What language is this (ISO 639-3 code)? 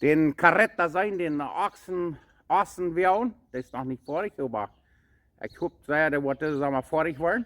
pdt